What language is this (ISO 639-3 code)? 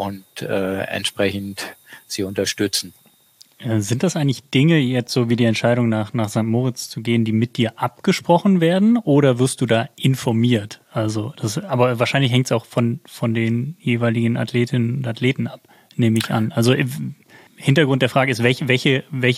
deu